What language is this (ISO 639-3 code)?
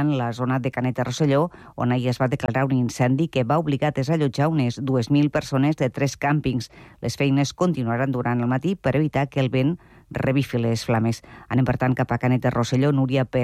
cat